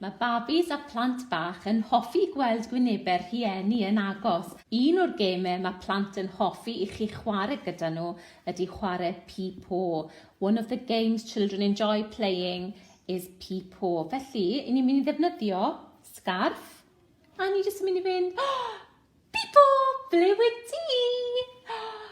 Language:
Welsh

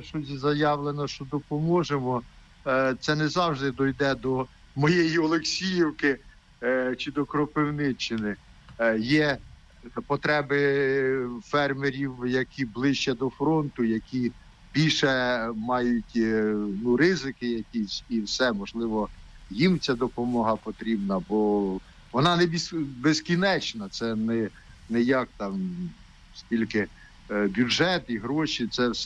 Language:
Ukrainian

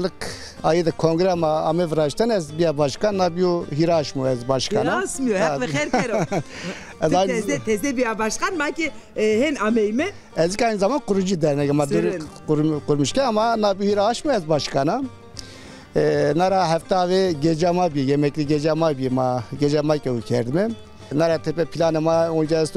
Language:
Zaza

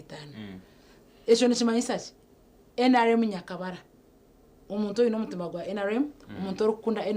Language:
Nyankole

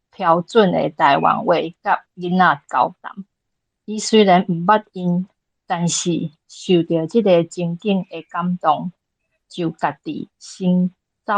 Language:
Min Nan Chinese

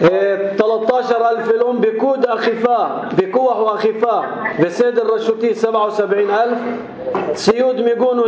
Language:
North Levantine Arabic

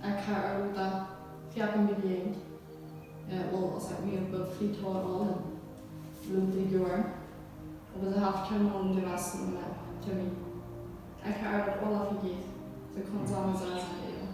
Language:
Plautdietsch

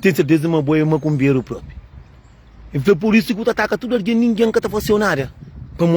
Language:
Kabuverdianu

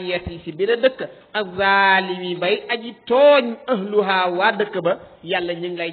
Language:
Wolof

